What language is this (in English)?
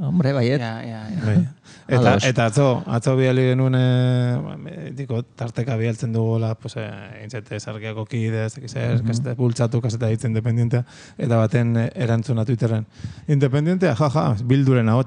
Basque